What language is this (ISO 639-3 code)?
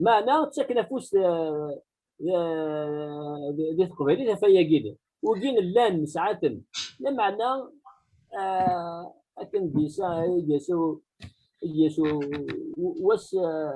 kab